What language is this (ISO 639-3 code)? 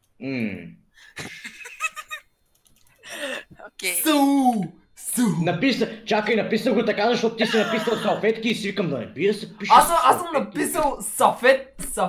bul